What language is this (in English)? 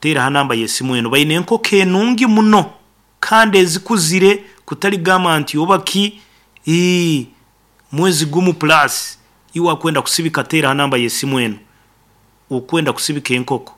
Nyoro